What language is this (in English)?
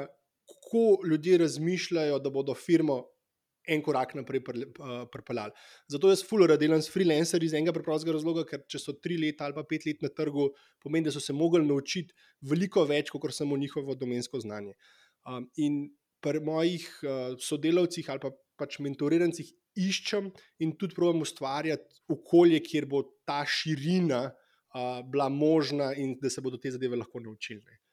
Slovenian